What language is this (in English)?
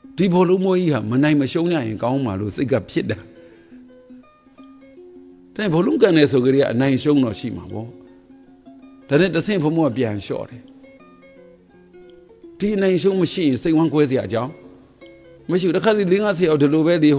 Burmese